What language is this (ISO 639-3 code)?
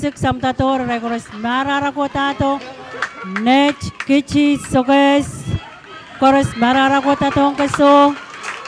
pon